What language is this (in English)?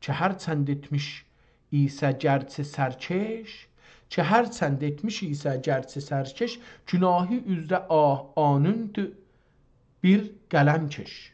South Azerbaijani